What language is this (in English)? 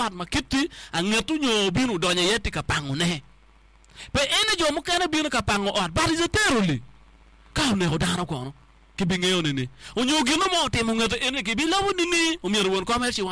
Acoli